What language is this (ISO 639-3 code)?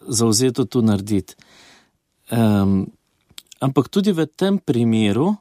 slv